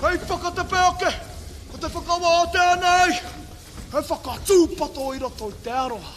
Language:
Māori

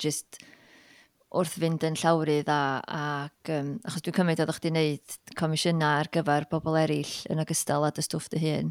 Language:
Welsh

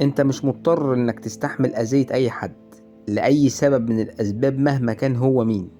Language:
Egyptian Arabic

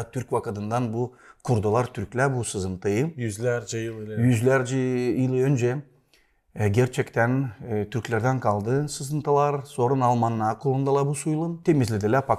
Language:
Gagauz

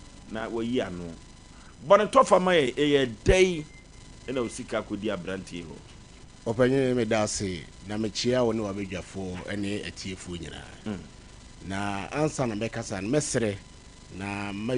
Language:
Akan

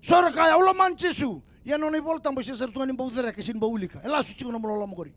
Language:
Fijian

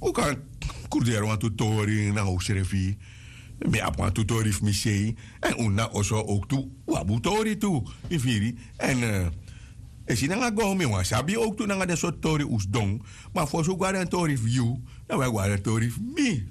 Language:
Sranan Tongo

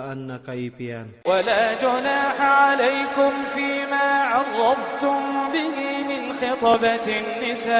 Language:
Iranun (Philippines)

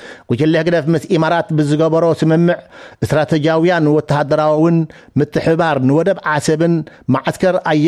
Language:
Tigrinya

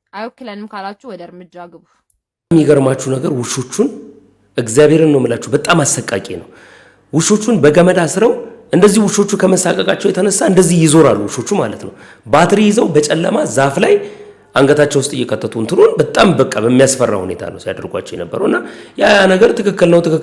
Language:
Amharic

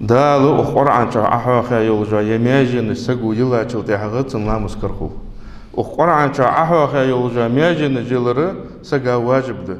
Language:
Ingush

